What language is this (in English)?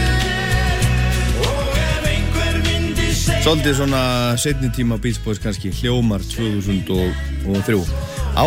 Icelandic